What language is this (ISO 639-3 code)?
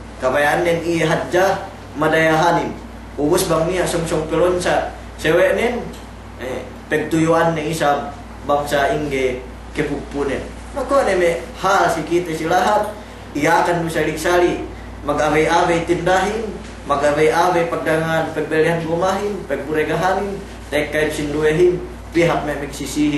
yka